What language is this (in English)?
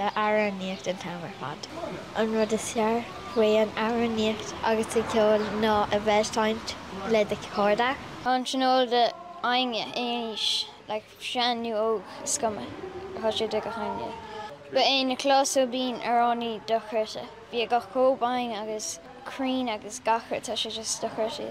Irish